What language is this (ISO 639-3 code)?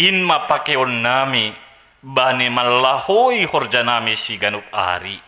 bts